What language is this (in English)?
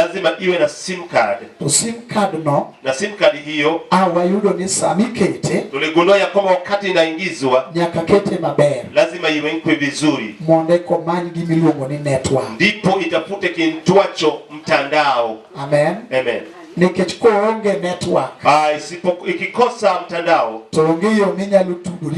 Luo (Kenya and Tanzania)